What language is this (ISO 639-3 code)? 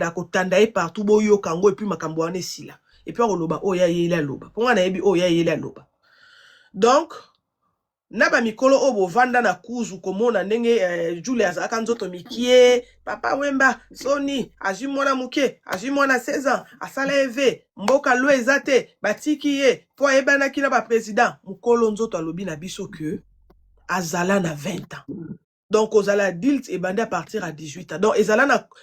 lin